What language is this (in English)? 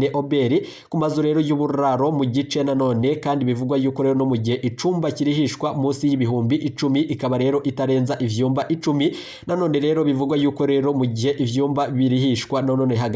Rundi